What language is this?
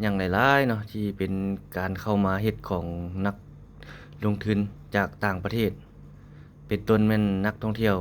Lao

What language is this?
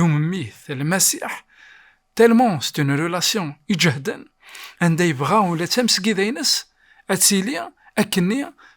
Kabyle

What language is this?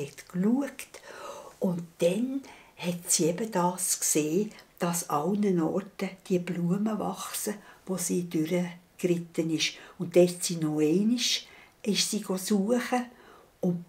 Swiss German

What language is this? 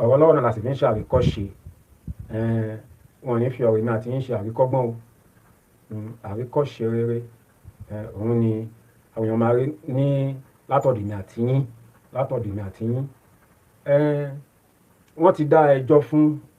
Yoruba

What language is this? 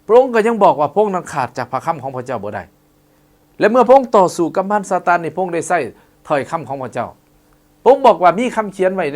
Lao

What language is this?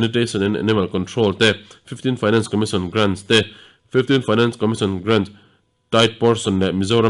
Mizo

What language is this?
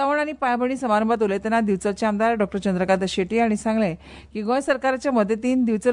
Konkani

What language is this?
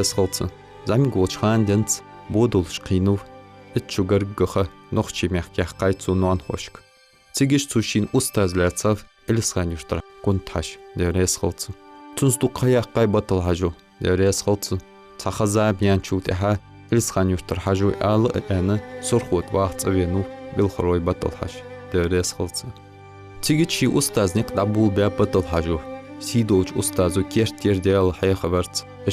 Ingush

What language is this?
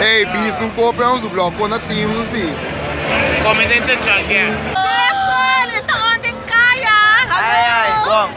Papiamento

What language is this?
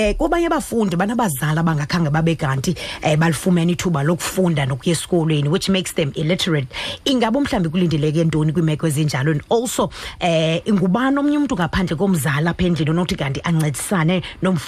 Xhosa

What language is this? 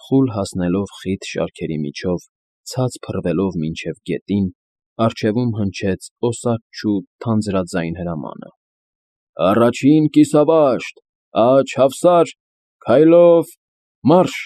Armenian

